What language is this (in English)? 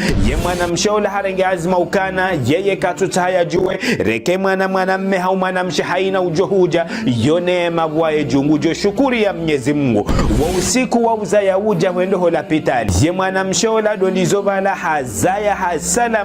Ngazidja Comorian